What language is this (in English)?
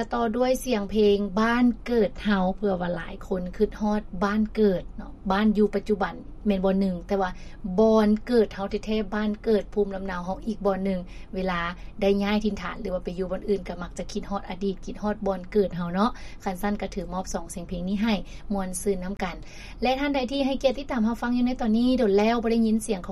Lao